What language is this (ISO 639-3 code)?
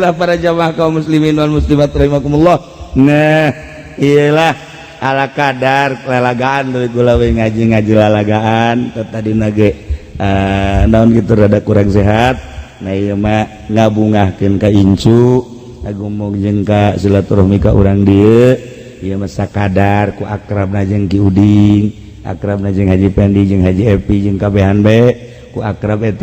sun